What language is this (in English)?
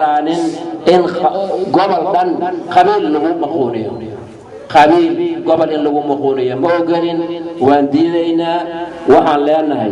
Somali